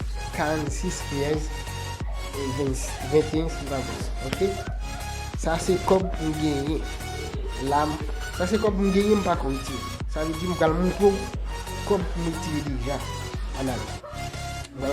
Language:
Haitian Creole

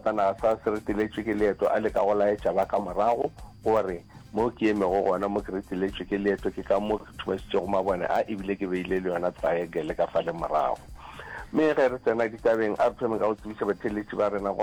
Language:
Northern Sotho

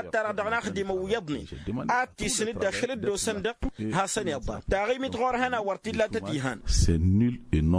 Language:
Tamasheq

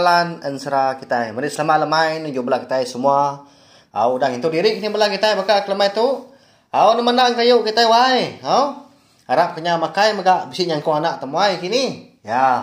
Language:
Iban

